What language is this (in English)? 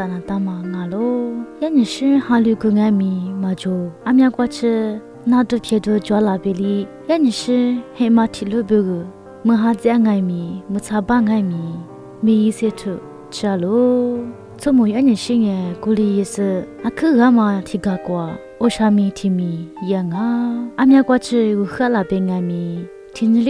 Lisu